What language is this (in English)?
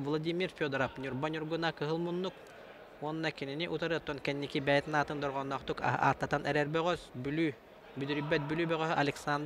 Yakut